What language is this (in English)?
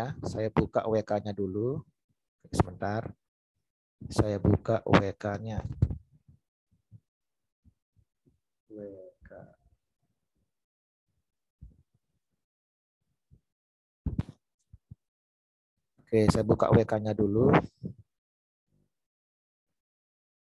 Indonesian